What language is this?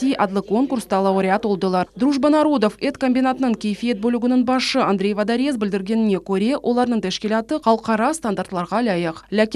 Crimean Tatar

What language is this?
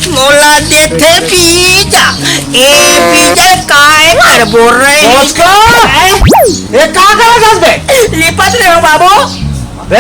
Chhattisgarhi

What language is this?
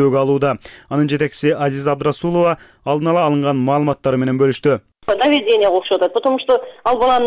Kyrgyz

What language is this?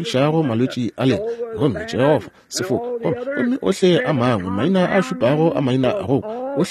Northern Sotho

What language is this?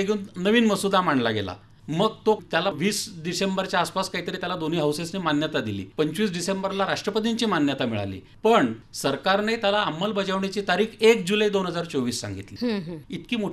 Marathi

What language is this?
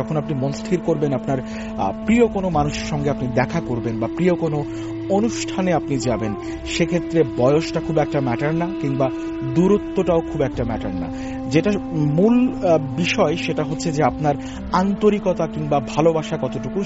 Bangla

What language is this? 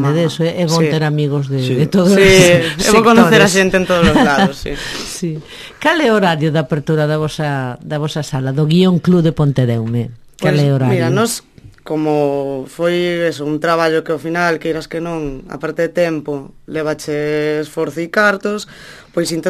Galician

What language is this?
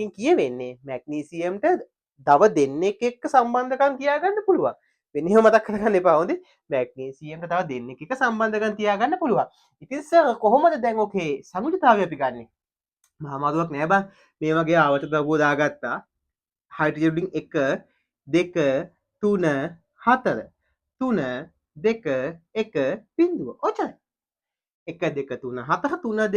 Sinhala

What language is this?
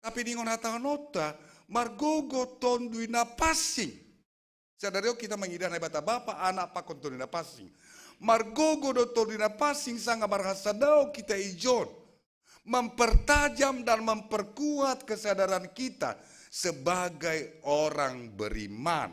Batak Simalungun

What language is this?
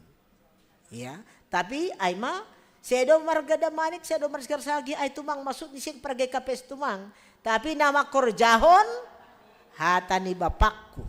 Batak Simalungun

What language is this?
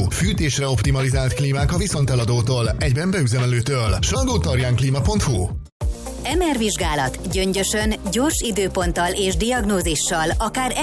Hungarian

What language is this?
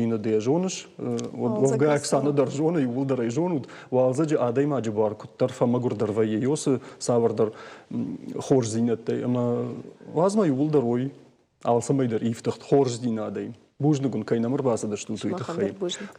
Ossetic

